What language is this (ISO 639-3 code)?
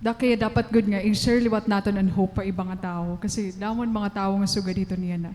war